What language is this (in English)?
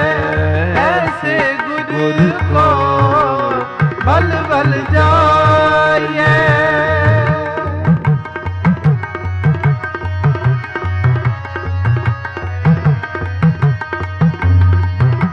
Punjabi